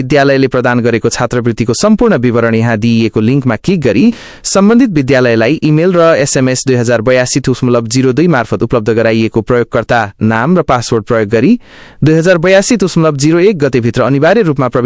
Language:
Nepali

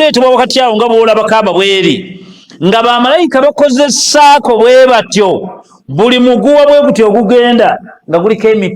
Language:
Ganda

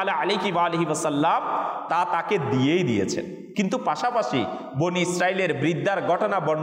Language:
Bangla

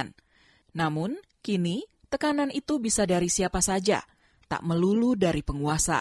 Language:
Indonesian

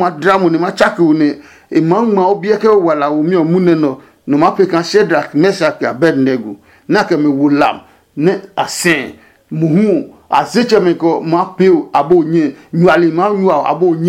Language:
Adangme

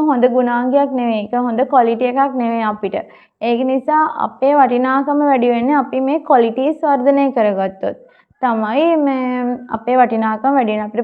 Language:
Sinhala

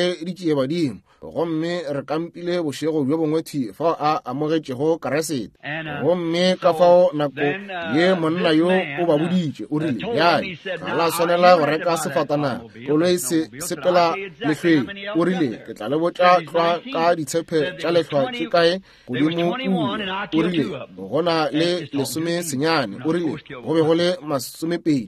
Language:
Northern Sotho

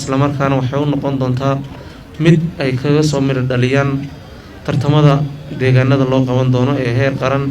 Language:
Somali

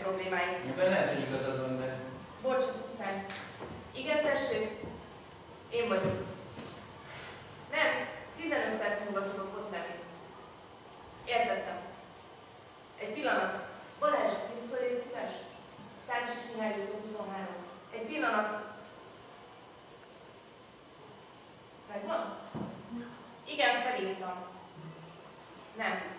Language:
Hungarian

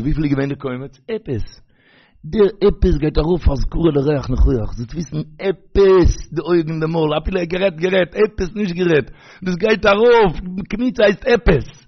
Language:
Yiddish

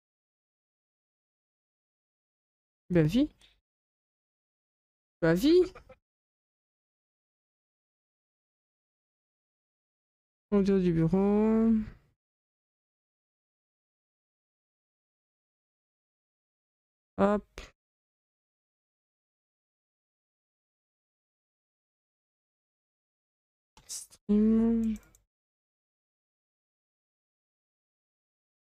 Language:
French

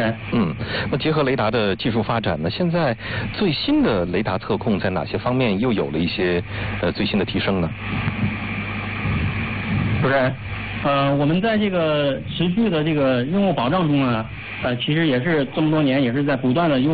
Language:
Chinese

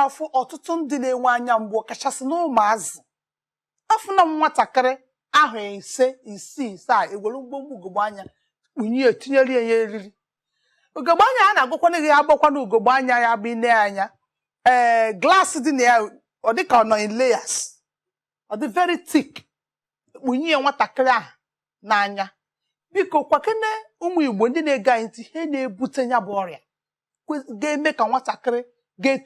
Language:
Igbo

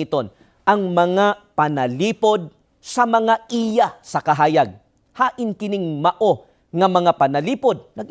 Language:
Cebuano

